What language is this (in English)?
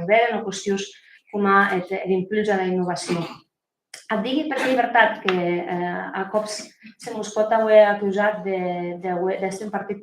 Occitan